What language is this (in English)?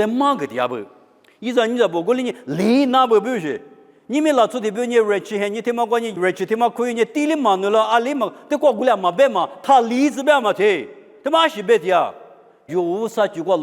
Lisu